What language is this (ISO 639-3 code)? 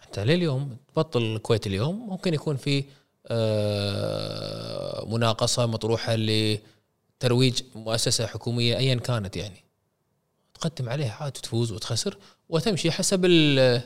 afb